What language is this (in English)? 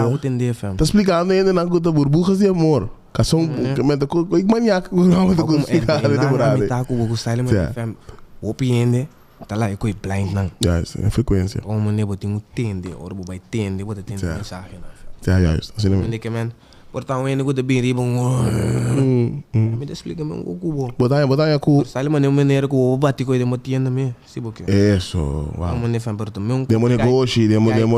Papiamento